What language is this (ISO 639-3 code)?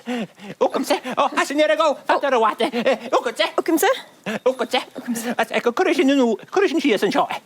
gla